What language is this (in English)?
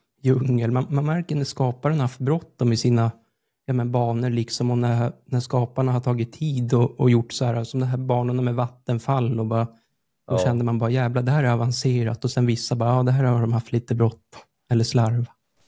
Swedish